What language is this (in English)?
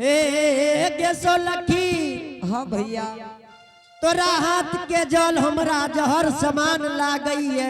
Angika